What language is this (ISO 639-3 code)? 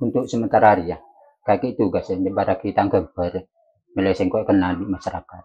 mad